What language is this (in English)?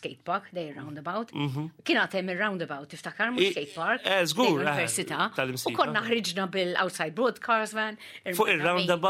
Maltese